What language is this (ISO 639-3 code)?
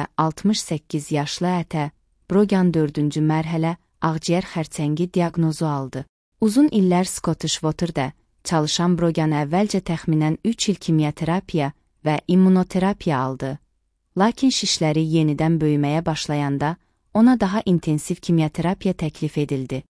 aze